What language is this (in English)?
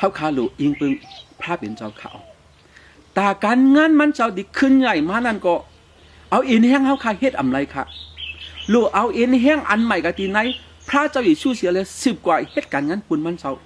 Shan